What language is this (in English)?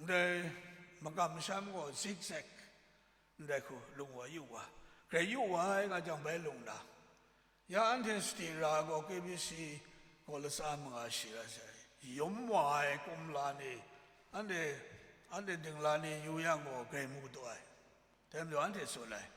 Kachin